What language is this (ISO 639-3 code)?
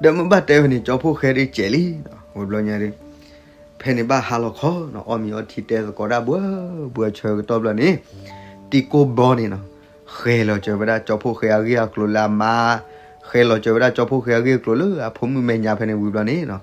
ksw